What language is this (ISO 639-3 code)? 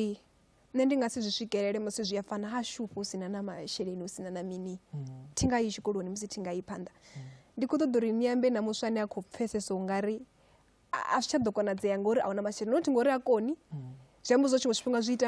ven